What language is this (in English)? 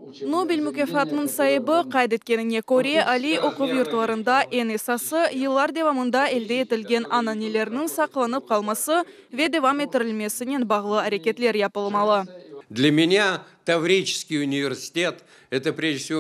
Crimean Tatar